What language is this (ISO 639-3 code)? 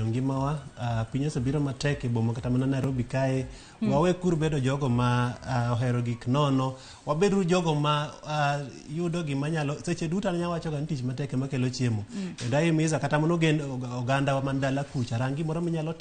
luo